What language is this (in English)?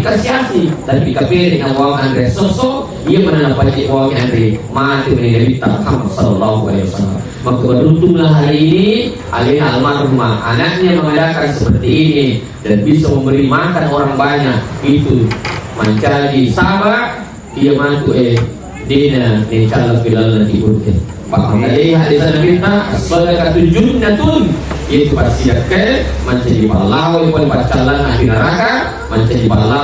Buginese